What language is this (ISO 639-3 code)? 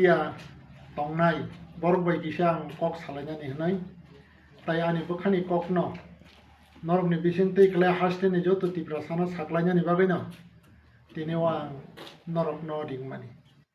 trp